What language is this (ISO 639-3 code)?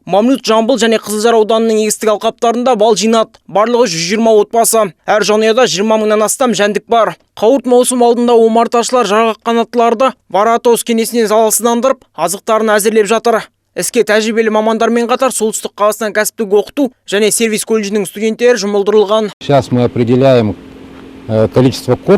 kaz